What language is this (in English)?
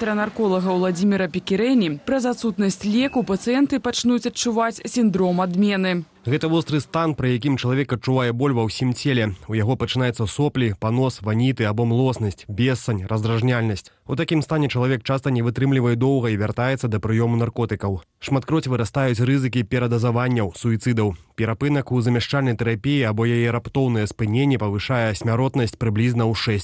Belarusian